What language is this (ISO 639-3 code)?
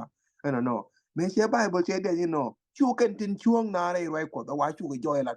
nus